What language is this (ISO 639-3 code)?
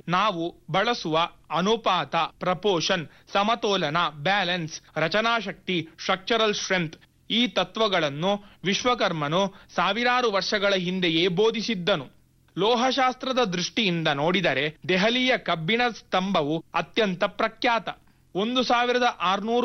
kan